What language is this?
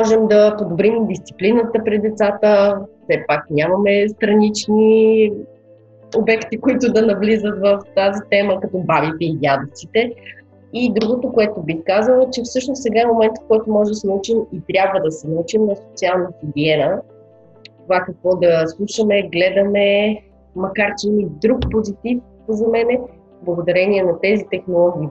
Bulgarian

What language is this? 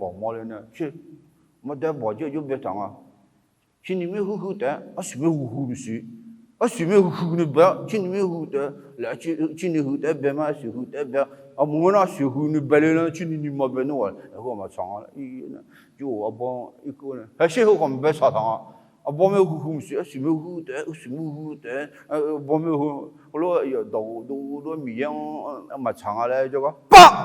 Akha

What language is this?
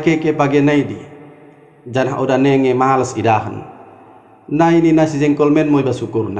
Batak Dairi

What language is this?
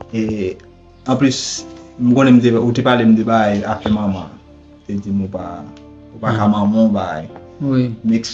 Haitian Creole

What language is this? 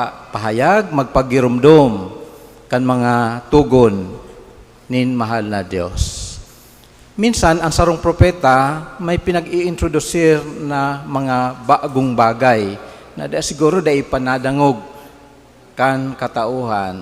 Bikol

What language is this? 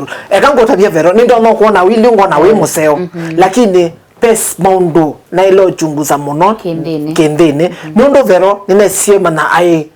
Kamba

